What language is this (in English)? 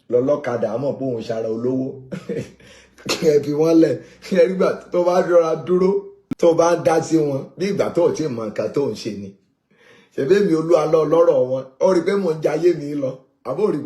Yoruba